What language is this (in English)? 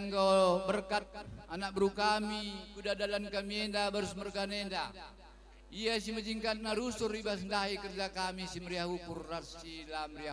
Batak Karo